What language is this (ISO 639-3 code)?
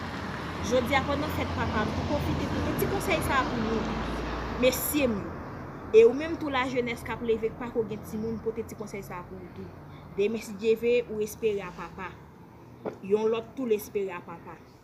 hat